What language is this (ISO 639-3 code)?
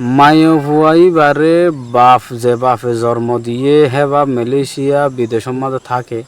rhg